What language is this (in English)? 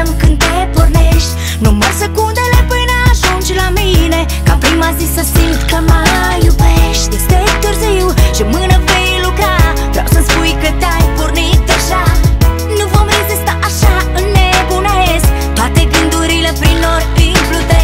Romanian